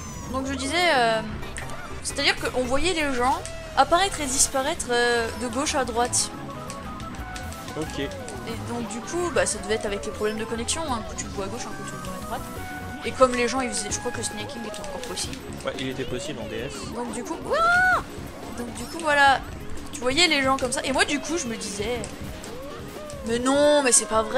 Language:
French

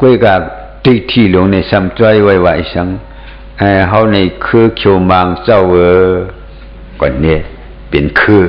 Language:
Shan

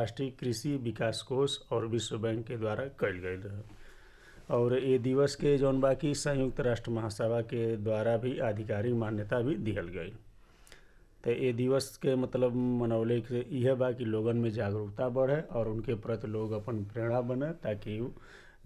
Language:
Bhojpuri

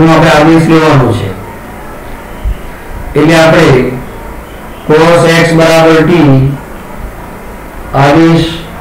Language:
Gujarati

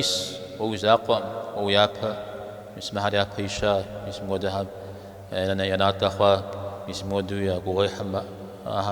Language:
Kabardian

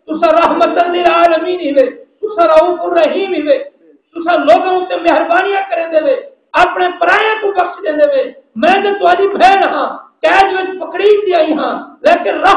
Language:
Saraiki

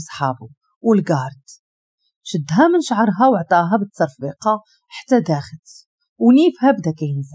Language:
Moroccan Arabic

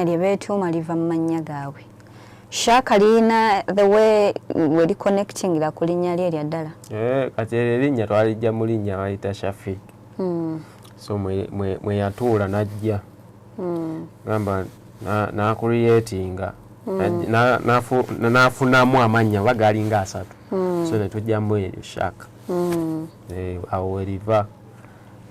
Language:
Ganda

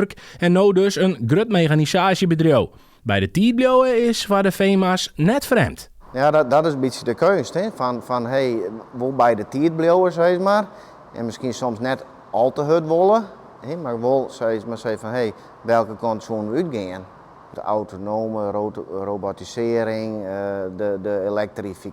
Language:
Western Frisian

